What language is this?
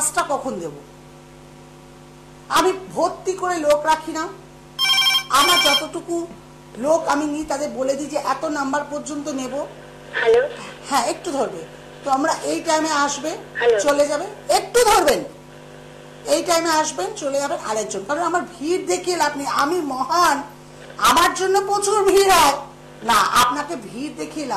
Bangla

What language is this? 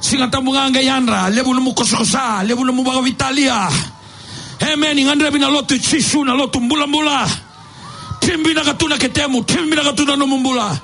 Fijian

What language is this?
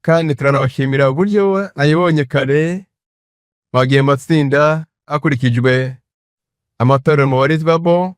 Kinyarwanda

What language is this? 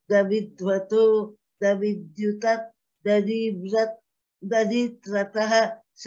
Sanskrit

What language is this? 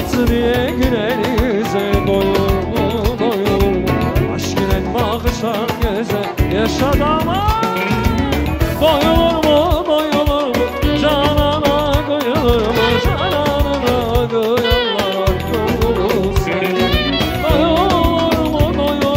Turkish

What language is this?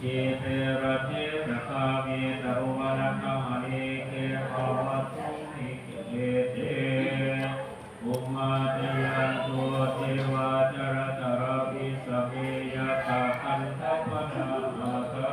Pali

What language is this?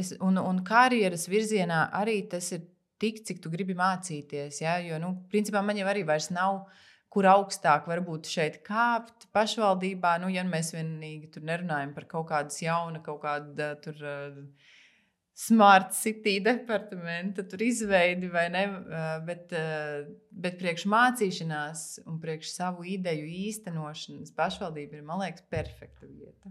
Latvian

